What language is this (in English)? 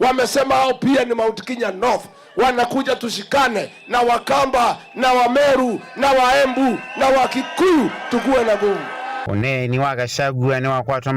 Kamba